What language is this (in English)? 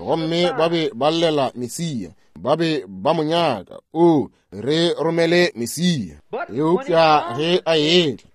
Northern Sotho